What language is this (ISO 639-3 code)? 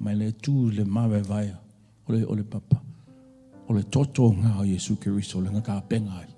smo